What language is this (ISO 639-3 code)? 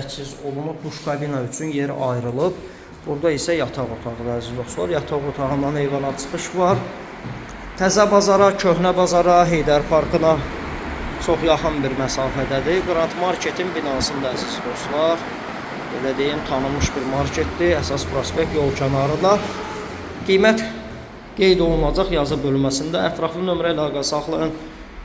aze